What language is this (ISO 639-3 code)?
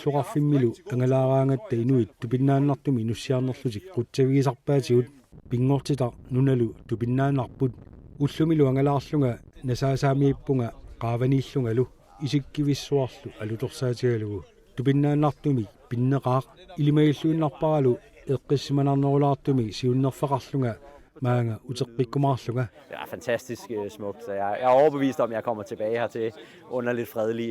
kal